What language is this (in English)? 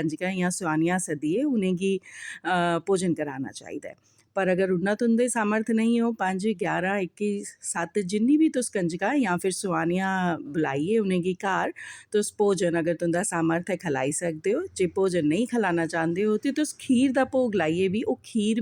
Dogri